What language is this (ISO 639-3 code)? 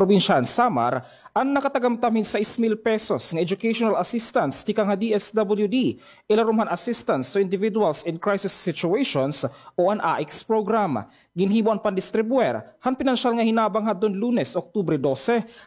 war